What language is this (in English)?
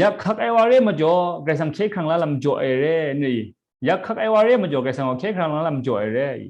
Kachin